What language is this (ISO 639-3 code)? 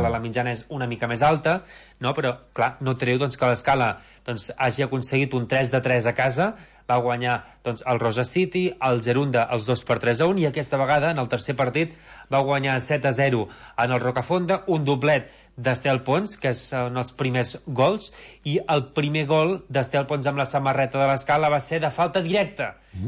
cat